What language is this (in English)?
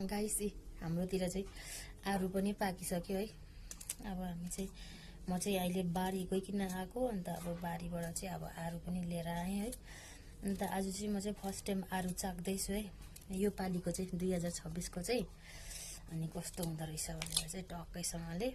Nepali